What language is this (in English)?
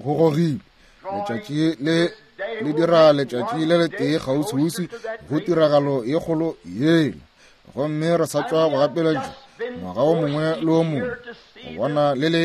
Northern Sotho